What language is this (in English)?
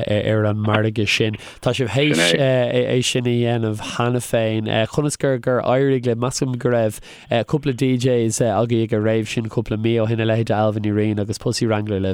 Irish